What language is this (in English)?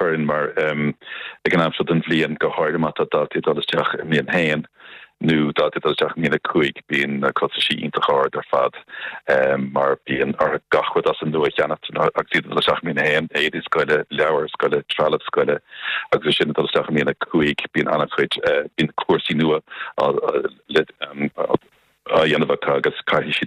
Irish